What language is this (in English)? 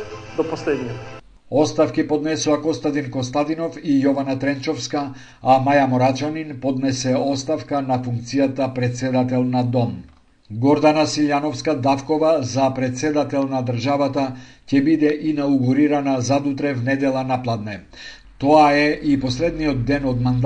Macedonian